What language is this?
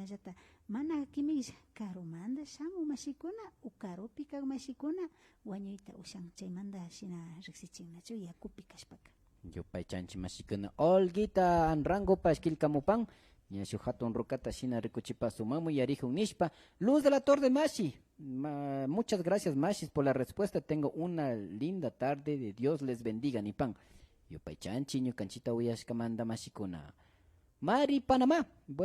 Imbabura Highland Quichua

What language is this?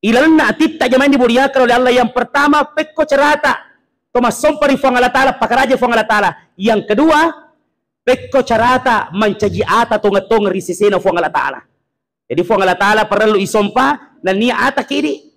Buginese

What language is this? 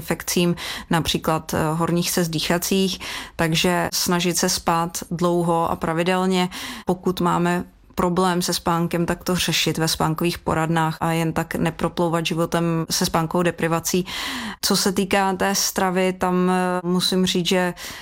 Czech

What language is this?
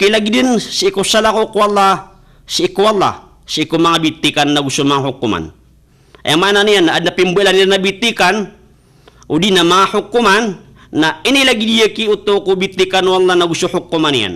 Maranao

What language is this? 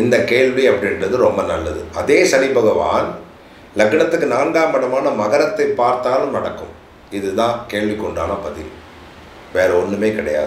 Tamil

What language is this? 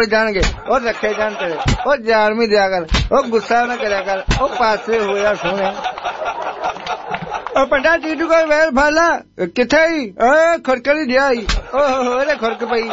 Punjabi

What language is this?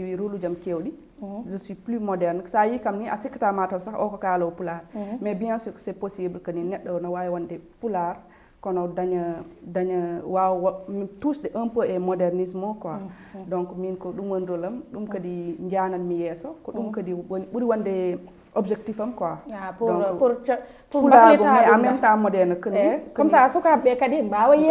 Fula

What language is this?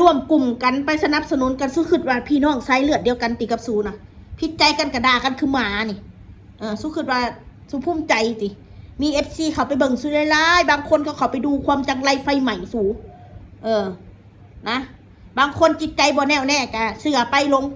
Northeastern Thai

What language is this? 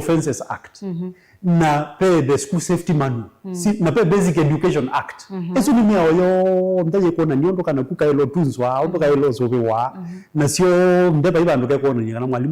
Kamba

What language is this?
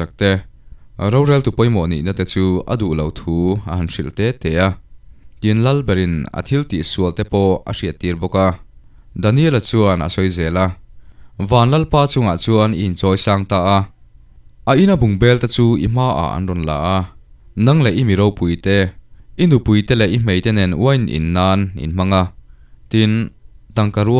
Mizo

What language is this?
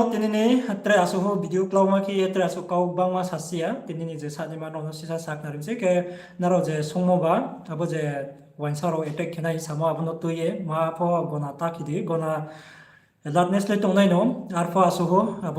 Riang (India)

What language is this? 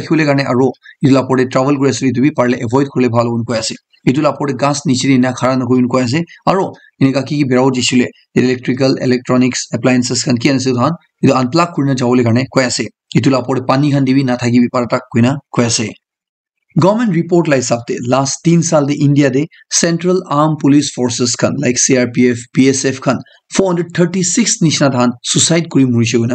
Naga Pidgin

